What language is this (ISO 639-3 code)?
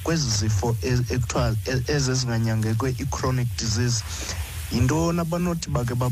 xho